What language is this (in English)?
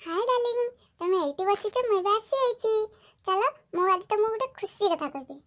Odia